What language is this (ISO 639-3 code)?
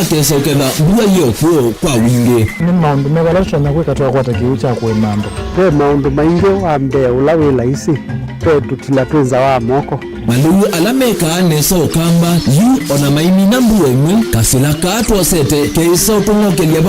kam